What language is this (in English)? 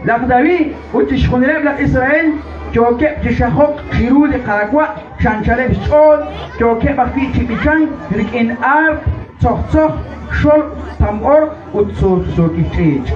Kekchí